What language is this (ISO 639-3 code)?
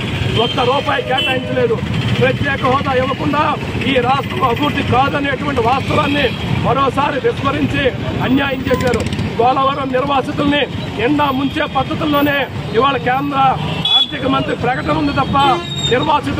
tel